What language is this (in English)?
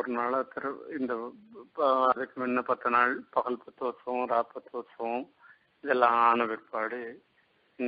Tamil